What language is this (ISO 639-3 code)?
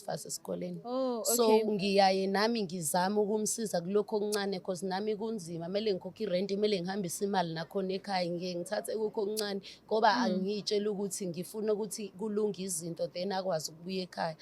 zul